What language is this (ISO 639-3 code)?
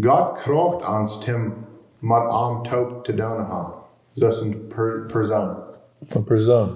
pdt